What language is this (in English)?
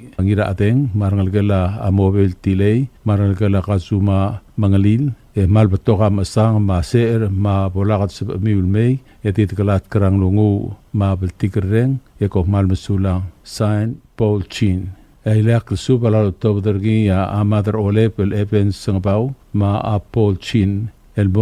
Palauan